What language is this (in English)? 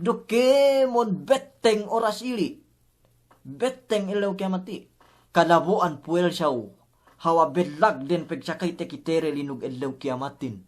Yakan